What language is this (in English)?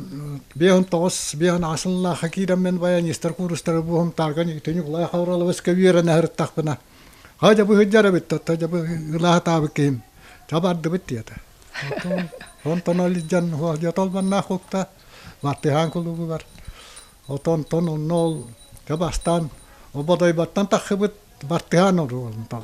Yakut